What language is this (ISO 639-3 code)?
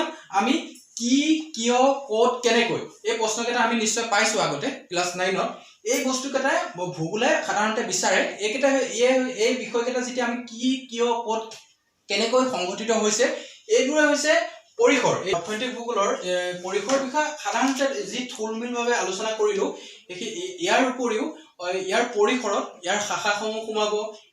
asm